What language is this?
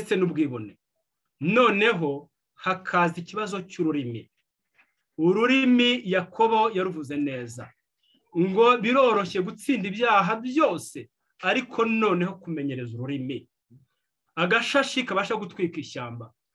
Kinyarwanda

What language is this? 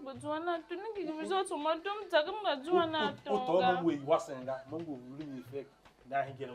Tiv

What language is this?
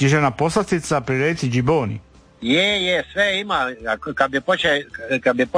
Croatian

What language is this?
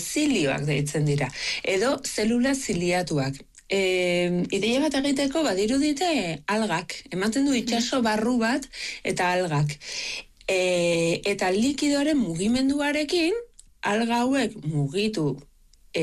Basque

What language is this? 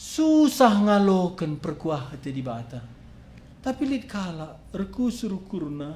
Batak Karo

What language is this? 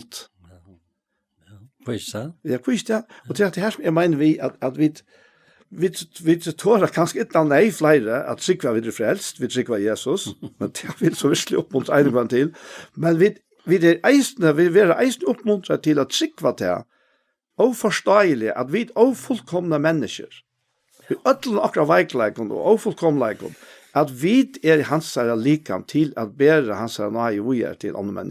Faroese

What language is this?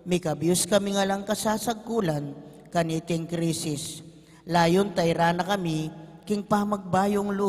Pampanga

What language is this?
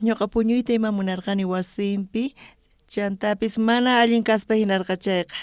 South Bolivian Quechua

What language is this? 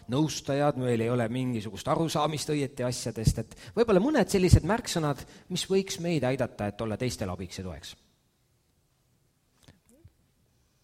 Estonian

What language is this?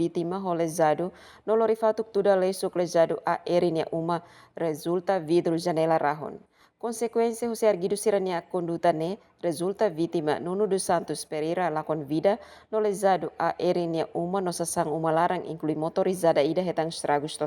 Tetum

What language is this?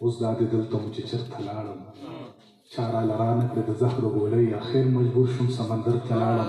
Pashto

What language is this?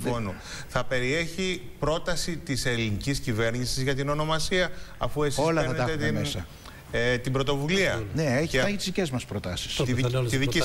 Greek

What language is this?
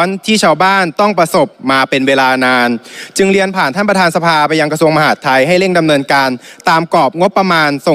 Thai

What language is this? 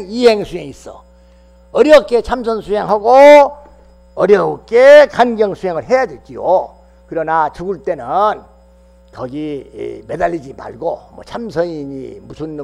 Korean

